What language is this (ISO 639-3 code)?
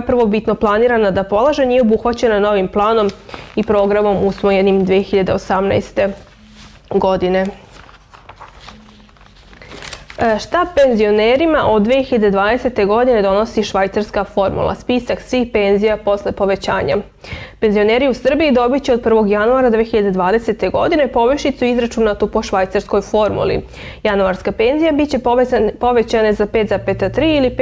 srp